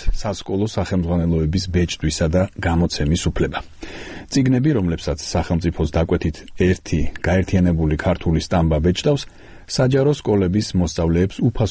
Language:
Georgian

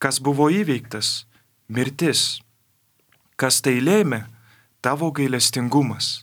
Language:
Lithuanian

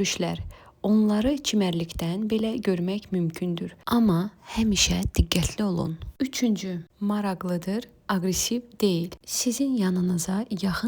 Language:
Azerbaijani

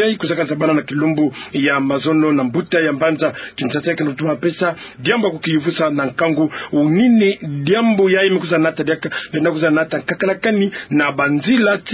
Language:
Kituba (Democratic Republic of Congo)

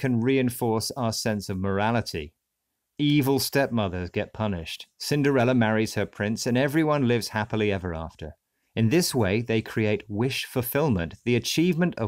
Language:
English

